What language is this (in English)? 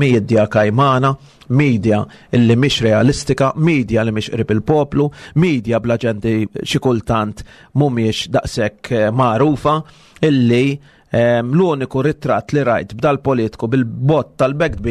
Maltese